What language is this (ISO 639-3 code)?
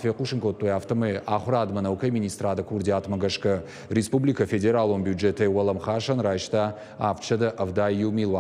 oss